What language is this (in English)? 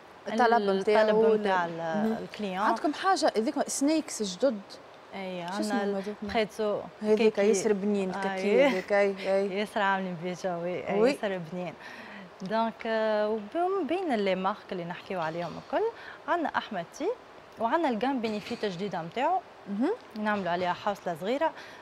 Tunisian Arabic